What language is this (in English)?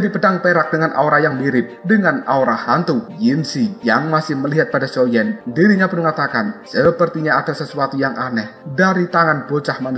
Indonesian